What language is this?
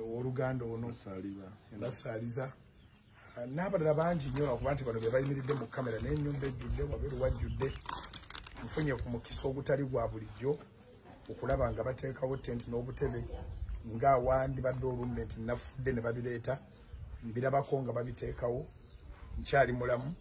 Ganda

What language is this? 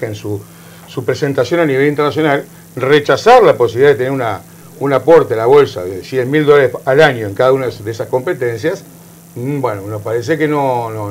Spanish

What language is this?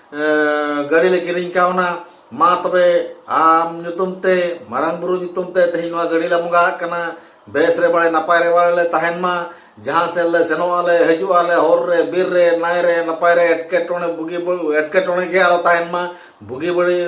Santali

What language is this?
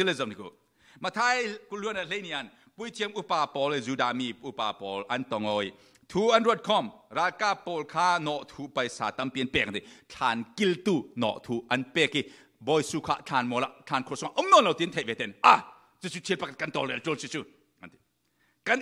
Falam Chin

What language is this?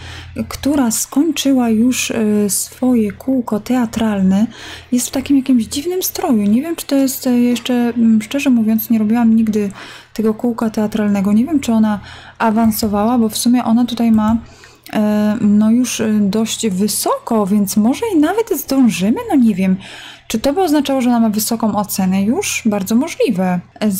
Polish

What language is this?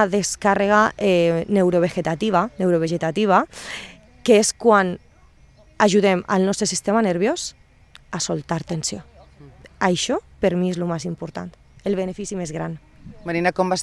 Catalan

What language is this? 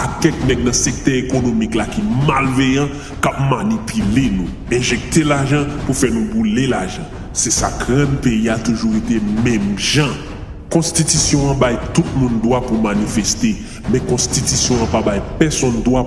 Haitian Creole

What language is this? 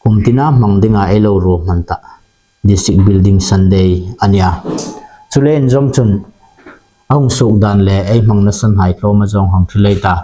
Hmar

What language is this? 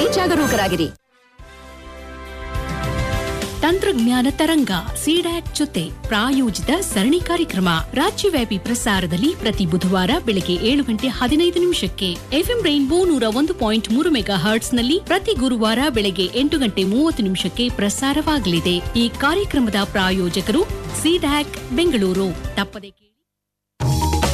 Kannada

